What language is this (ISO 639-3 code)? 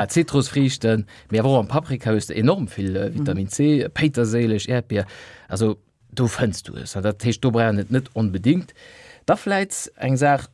ltz